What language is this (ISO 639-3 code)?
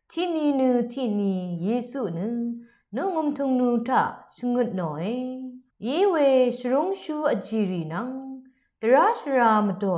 raw